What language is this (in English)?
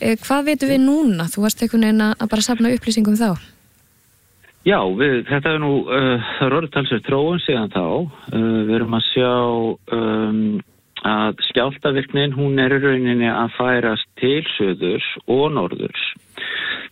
Icelandic